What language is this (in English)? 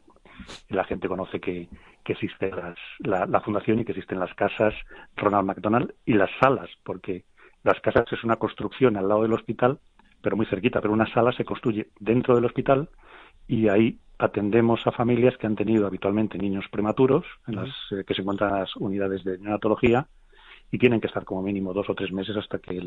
Spanish